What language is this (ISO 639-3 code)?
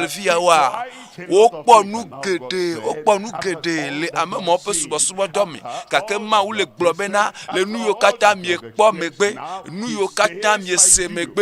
ewe